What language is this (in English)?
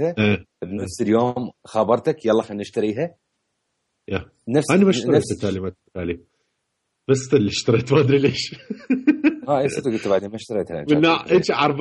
Mesopotamian Arabic